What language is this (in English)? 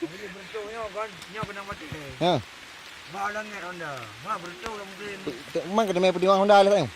Achinese